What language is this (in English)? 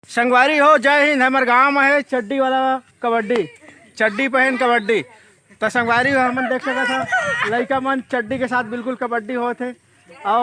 Chhattisgarhi